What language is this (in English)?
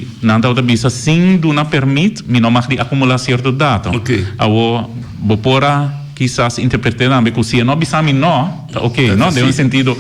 Papiamento